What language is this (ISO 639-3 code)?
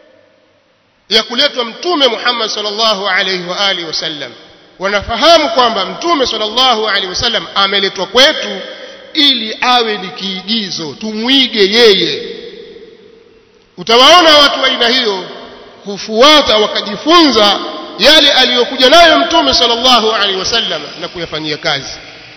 swa